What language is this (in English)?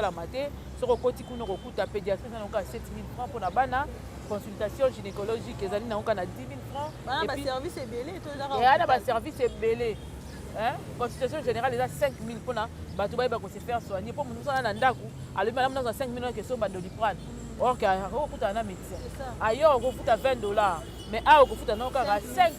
Lingala